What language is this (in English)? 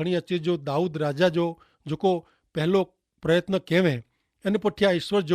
Kachhi